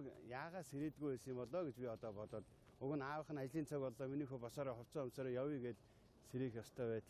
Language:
Mongolian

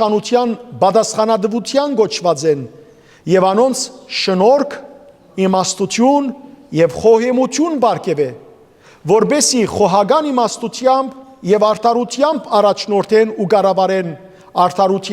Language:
Western Armenian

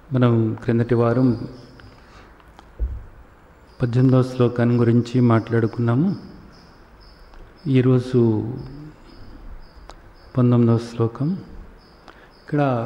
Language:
Telugu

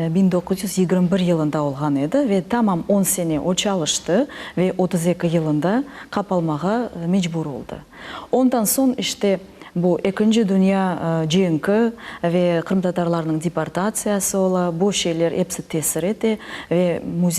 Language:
Crimean Tatar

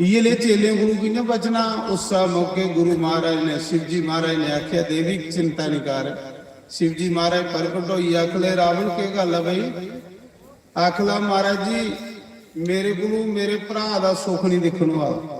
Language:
Dogri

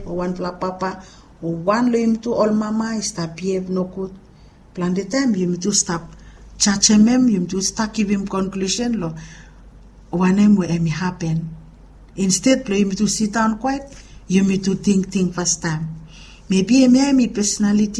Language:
Bislama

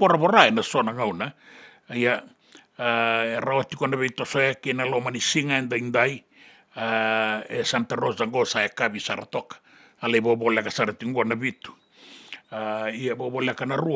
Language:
Fijian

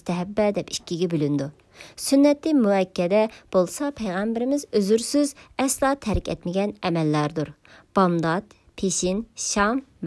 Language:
Uyghur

